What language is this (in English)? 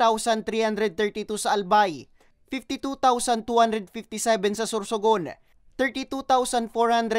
Bikol